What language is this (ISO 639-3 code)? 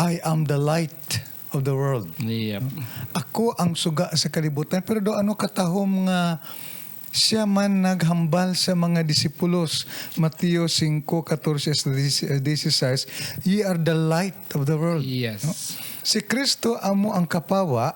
hil